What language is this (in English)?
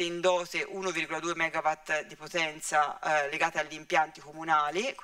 Italian